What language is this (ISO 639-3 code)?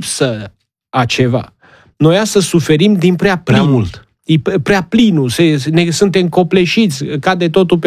ron